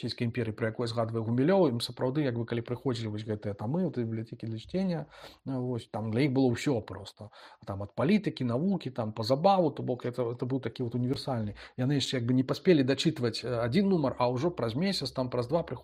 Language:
Belarusian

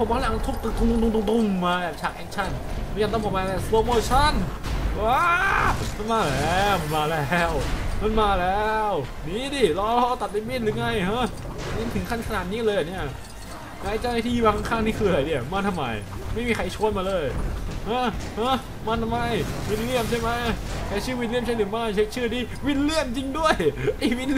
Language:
Thai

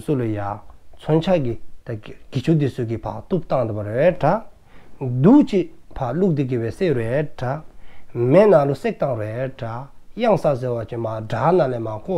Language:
Dzongkha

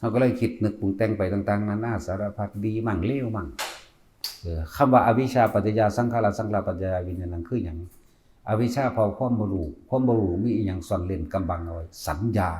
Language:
Northeastern Thai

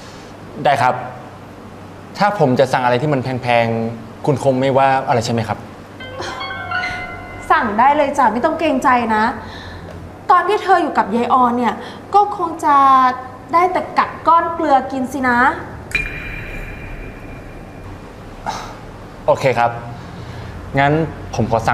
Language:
Thai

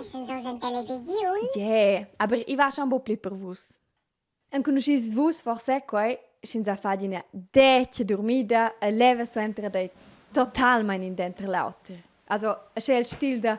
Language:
Romansh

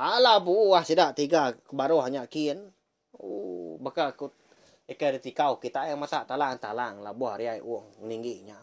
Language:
Iban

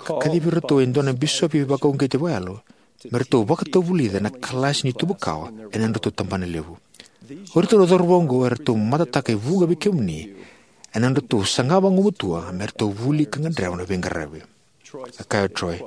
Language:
Fijian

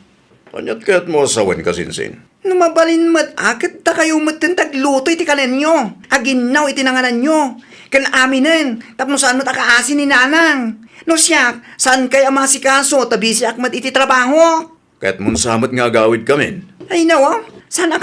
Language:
Iloko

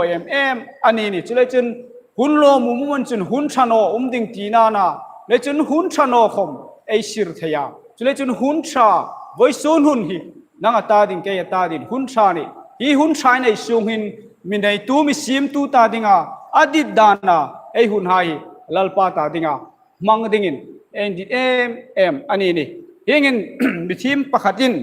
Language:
Hmar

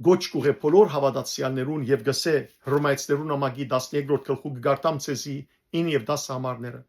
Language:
Western Armenian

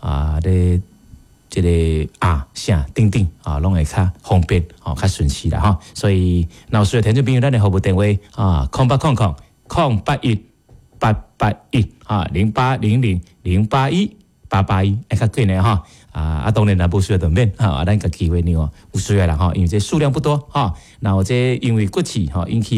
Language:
Min Nan Chinese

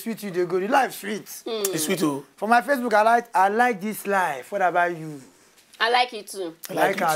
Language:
Nigerian Pidgin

